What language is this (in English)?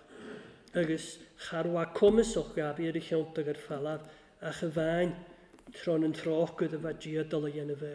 Welsh